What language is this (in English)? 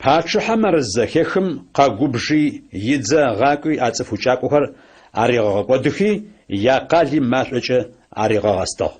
Adyghe